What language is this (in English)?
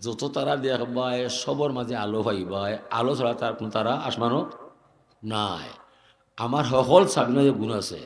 Sylheti